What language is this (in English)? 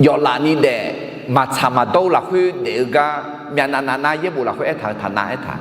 Akha